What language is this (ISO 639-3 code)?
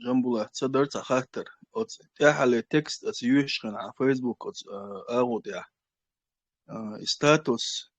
che